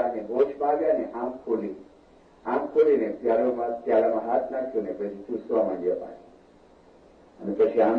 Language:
Gujarati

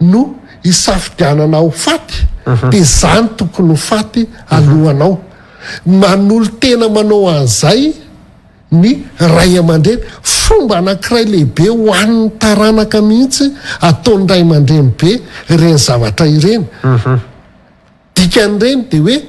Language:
Malagasy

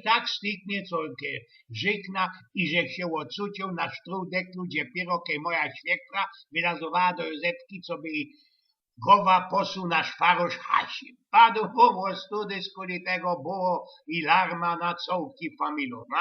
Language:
Silesian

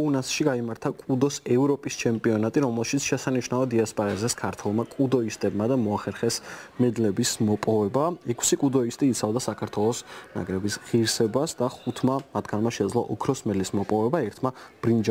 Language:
Georgian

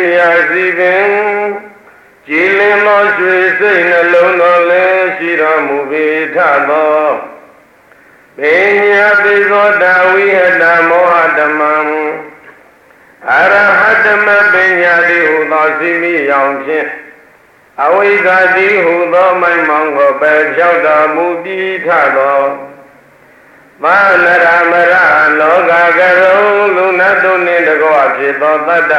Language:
Burmese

